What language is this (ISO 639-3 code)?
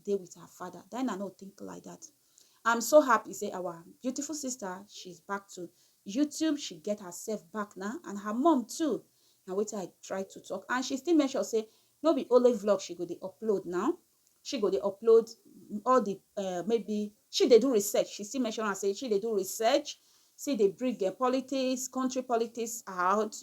pcm